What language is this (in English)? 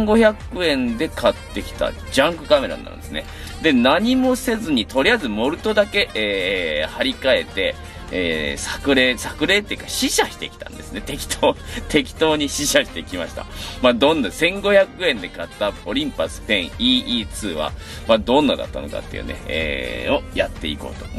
Japanese